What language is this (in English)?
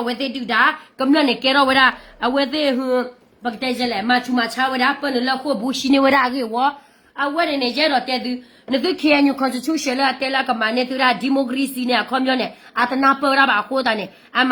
S'gaw Karen